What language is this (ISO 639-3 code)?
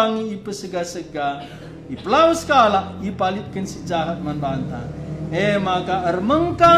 btx